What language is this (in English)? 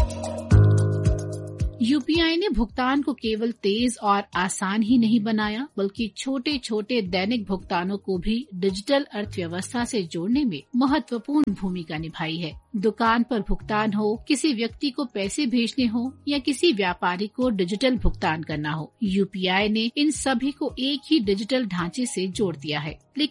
Hindi